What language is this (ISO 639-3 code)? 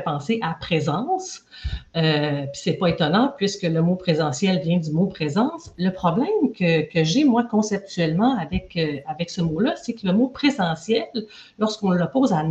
fra